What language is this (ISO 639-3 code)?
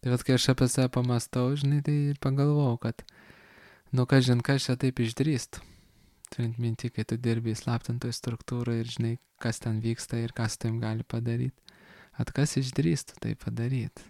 lit